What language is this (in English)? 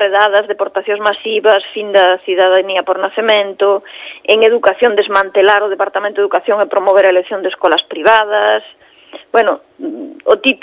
Galician